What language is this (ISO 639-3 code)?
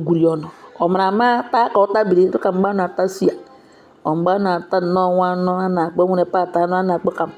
ibo